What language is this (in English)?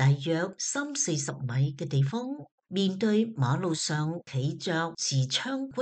Cantonese